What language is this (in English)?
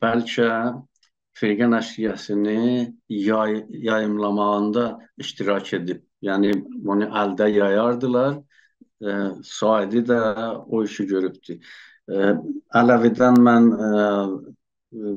South Azerbaijani